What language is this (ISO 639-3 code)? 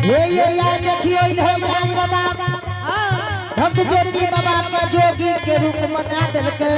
anp